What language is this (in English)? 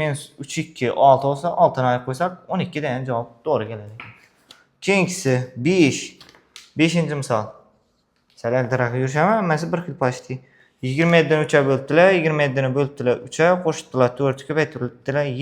Uzbek